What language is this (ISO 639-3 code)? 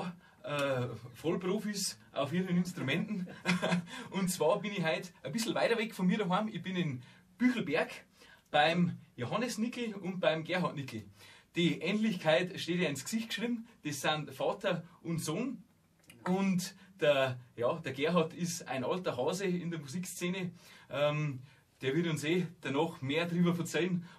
bar